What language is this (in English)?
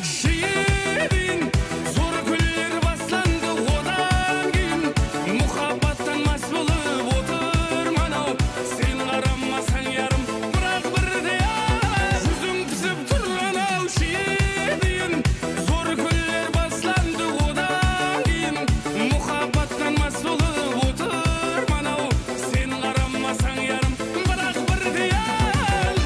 Kara-Kalpak